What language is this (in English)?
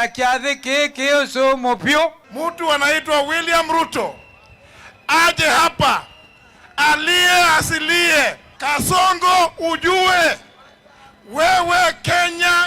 Kamba